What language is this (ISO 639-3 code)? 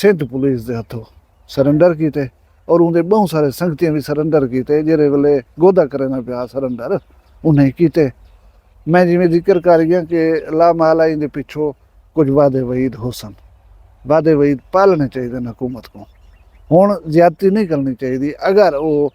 skr